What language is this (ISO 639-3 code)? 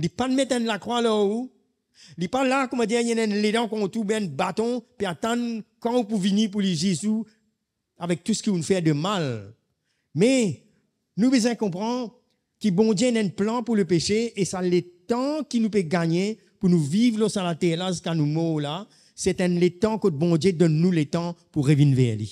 mfe